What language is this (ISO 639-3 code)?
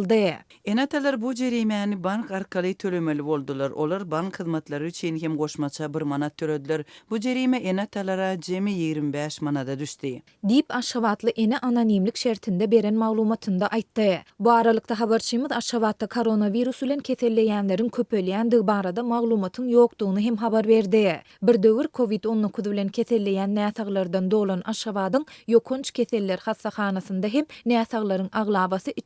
tuk